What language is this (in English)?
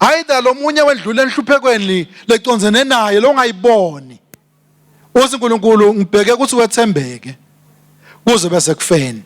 Swati